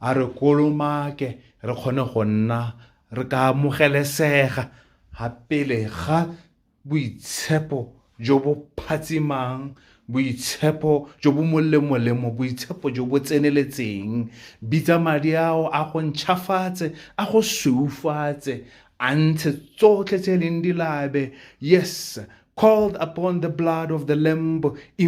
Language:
Tswana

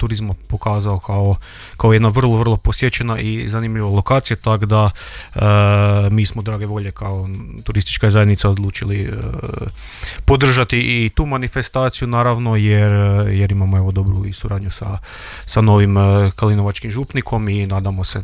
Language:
Croatian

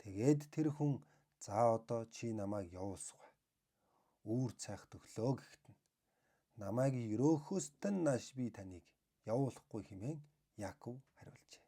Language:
Mongolian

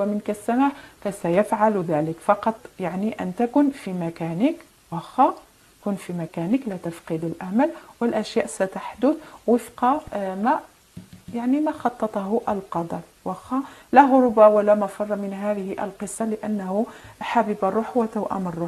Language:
Arabic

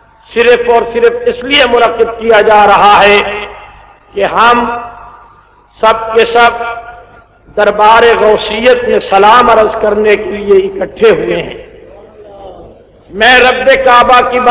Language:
Urdu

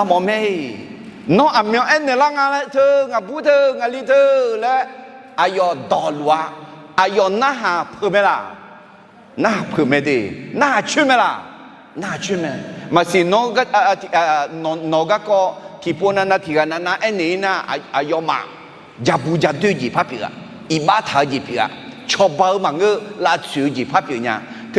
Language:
Akha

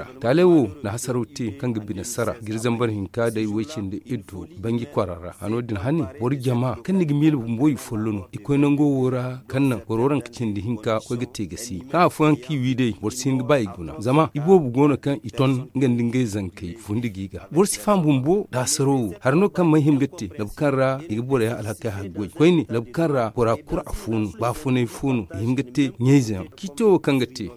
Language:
Zarma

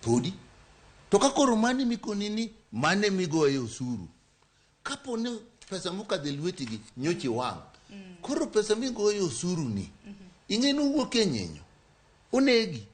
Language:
Luo (Kenya and Tanzania)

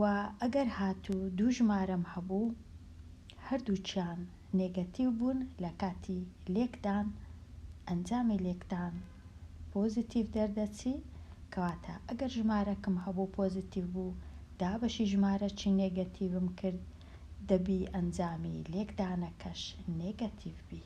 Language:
Central Kurdish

